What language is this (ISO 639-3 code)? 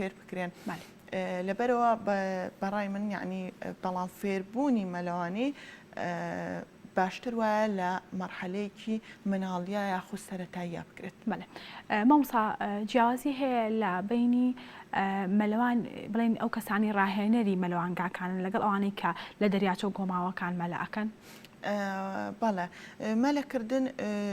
ckb